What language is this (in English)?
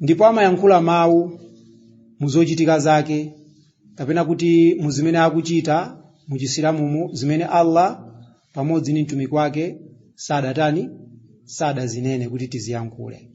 Nyanja